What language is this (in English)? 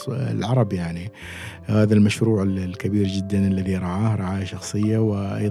Gulf Arabic